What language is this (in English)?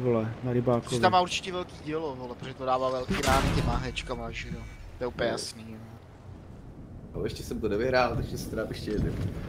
Czech